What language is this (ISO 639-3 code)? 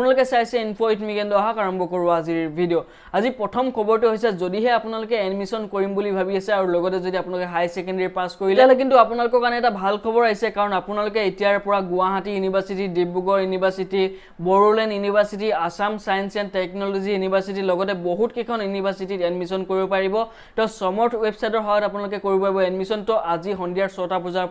asm